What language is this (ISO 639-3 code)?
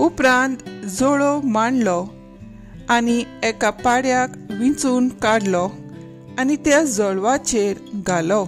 kok